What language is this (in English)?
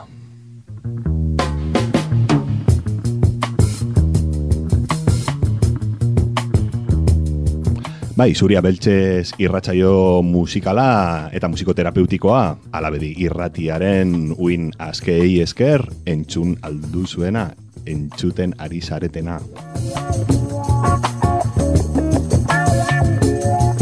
Basque